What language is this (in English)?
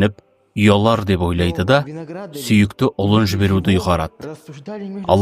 Kazakh